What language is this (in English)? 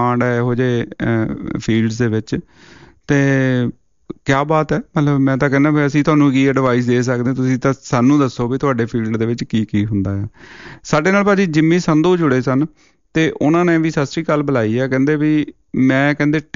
Punjabi